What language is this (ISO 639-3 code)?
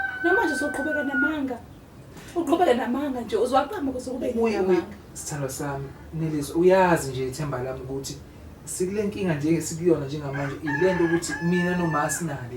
zul